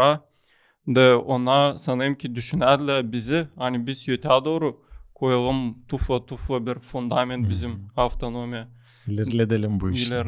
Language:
Gagauz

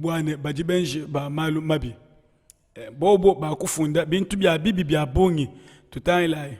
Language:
Luba-Lulua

